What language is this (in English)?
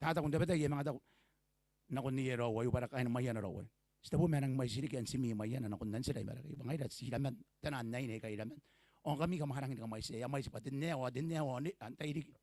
Gilbertese